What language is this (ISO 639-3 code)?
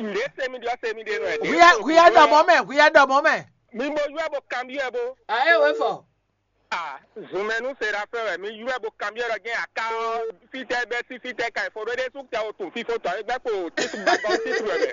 fon